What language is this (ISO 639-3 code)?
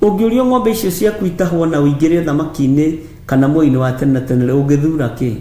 kik